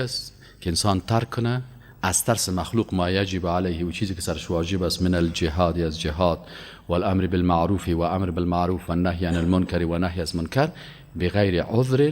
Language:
Persian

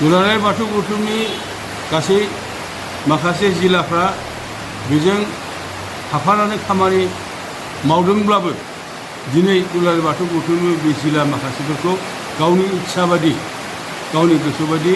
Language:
Bodo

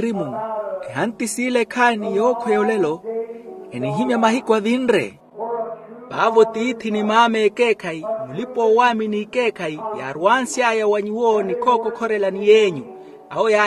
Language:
Makhuwa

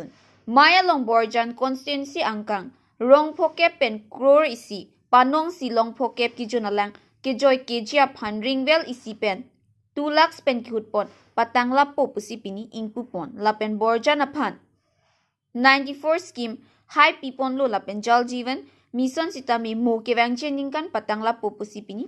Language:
Karbi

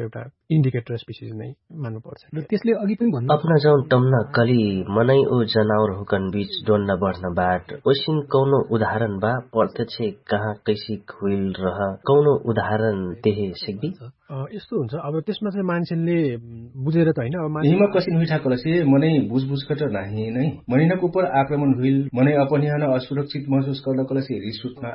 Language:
Dangaura Tharu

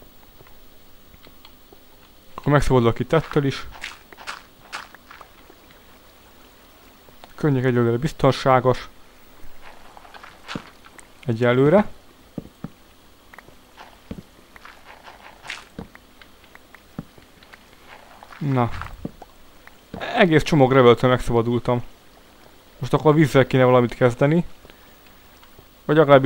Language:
Hungarian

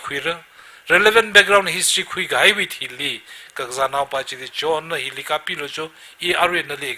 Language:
Tangkhul Naga (India)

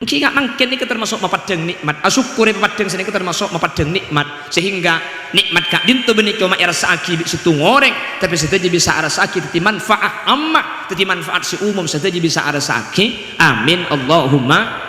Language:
Madurese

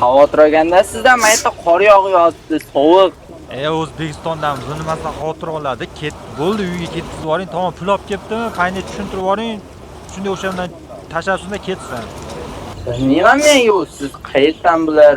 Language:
Uzbek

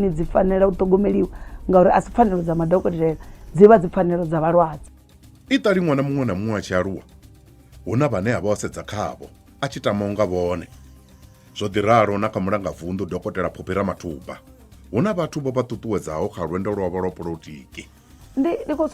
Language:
Venda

